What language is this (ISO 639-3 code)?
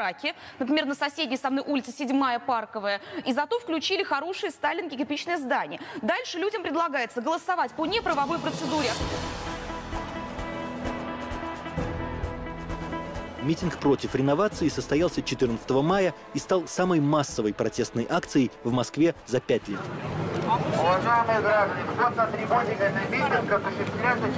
rus